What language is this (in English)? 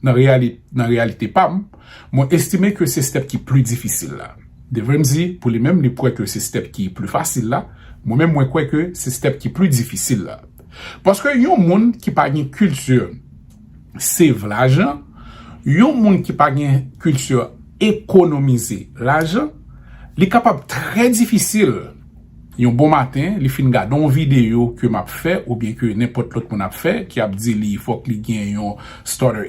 Haitian Creole